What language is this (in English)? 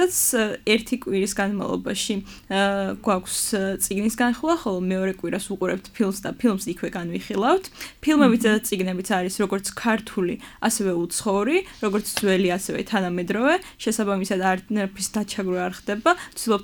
Georgian